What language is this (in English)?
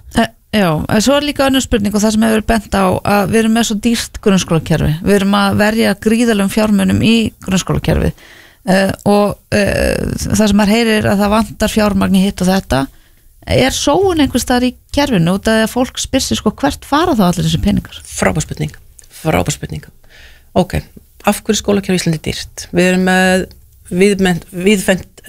Icelandic